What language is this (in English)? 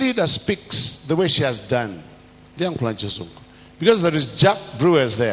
Nyanja